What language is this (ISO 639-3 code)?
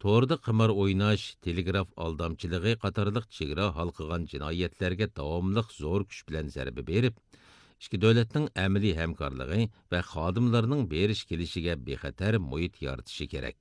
uig